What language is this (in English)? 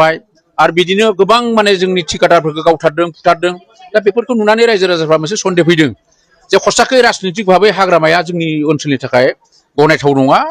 Bodo